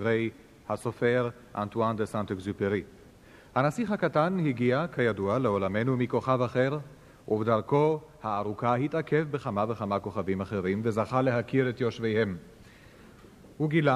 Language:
Hebrew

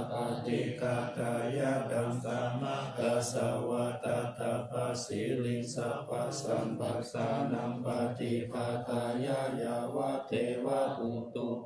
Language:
Pali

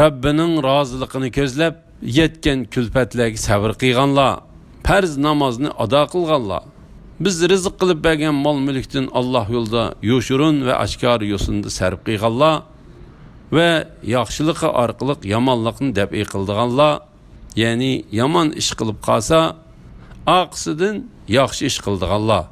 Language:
Uyghur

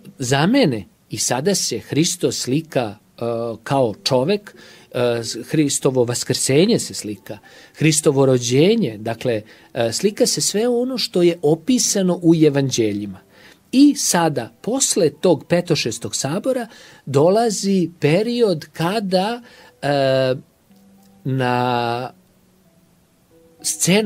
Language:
Serbian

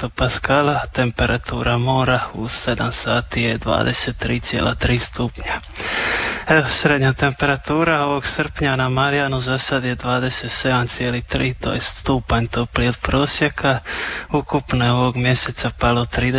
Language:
Croatian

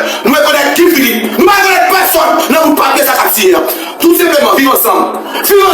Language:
Haitian Creole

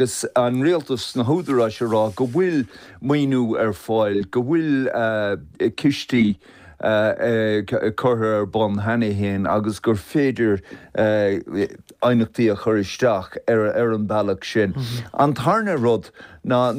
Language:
Irish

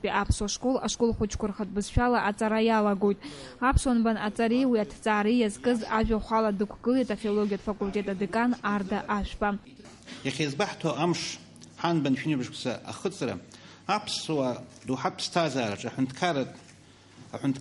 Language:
Abkhazian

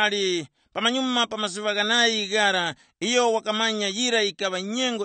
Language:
Tumbuka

